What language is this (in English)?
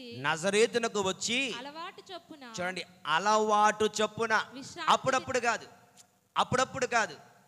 Telugu